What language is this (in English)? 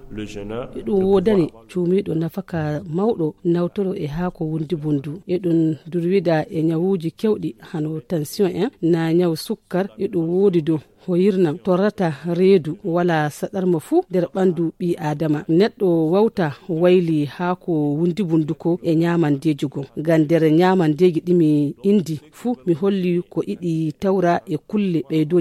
Fula